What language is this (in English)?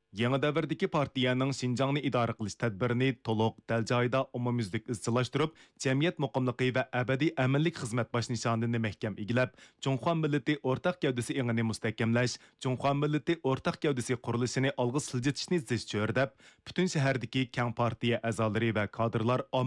Uyghur